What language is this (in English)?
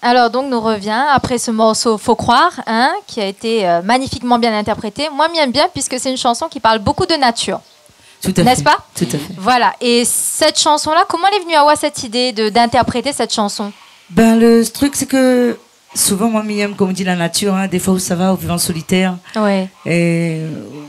Réunion Creole French